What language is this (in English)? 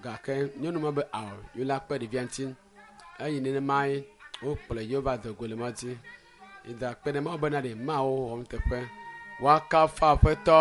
Ewe